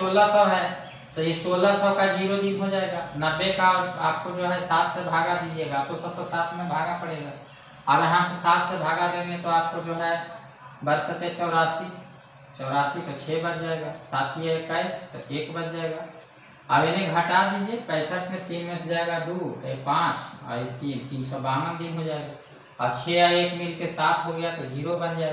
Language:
Hindi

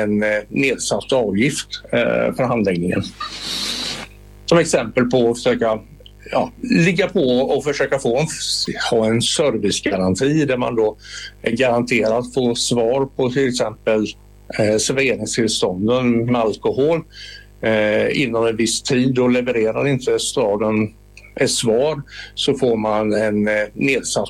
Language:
Swedish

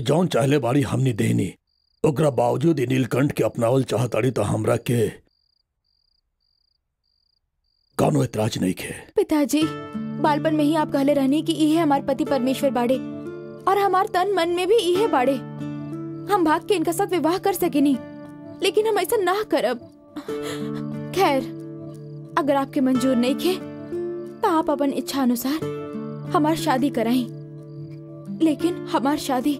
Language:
Bhojpuri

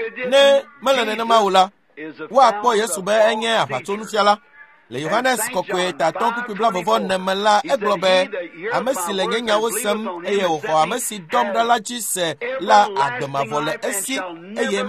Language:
Ewe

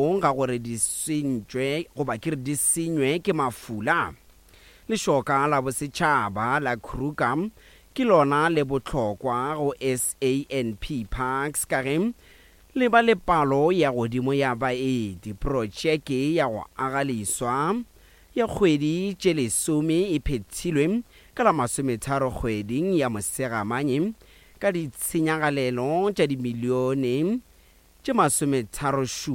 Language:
Northern Sotho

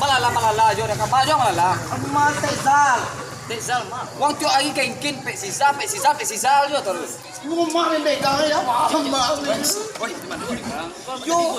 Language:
Minangkabau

